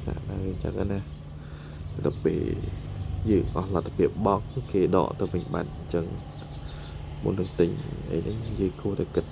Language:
Khmer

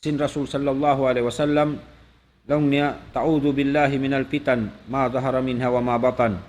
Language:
Tausug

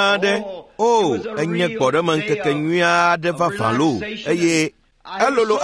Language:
Ewe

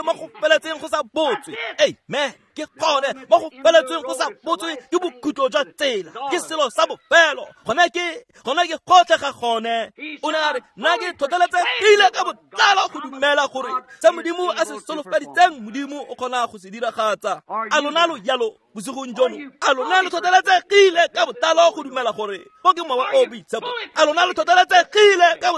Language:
Tswana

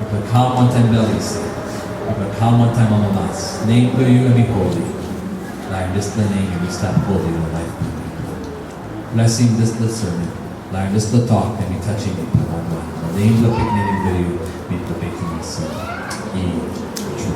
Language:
Tok Pisin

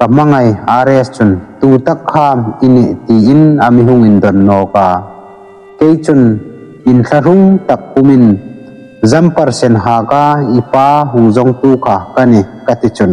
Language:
Hmar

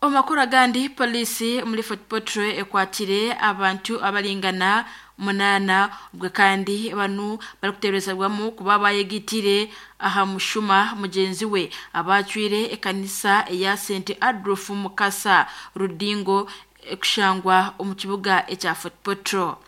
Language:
Nyankole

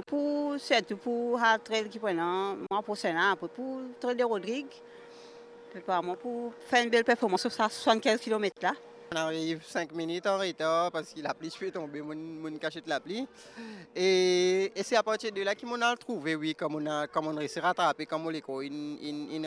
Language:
Morisyen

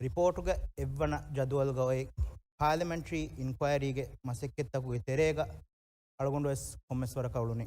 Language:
Divehi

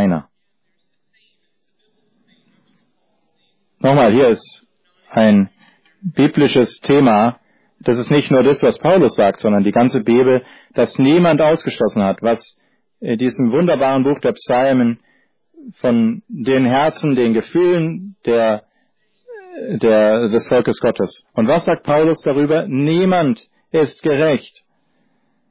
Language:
German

